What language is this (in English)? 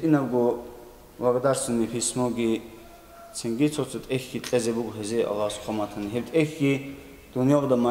Avaric